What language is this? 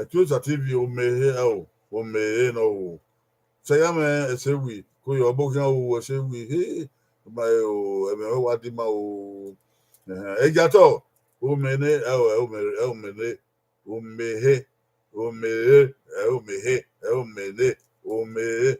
Bini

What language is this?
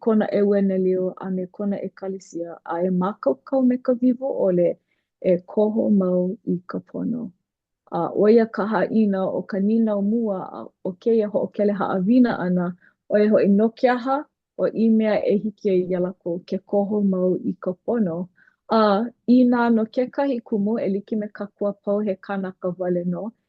Hawaiian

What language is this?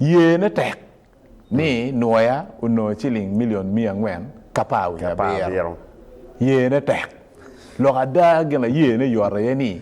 Acoli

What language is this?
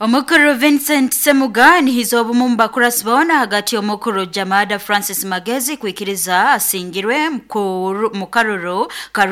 Nyoro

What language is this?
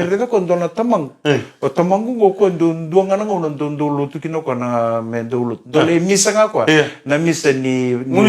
Fijian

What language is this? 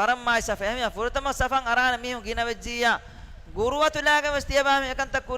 Divehi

